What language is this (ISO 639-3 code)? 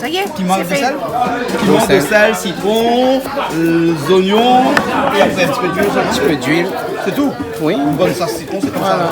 rcf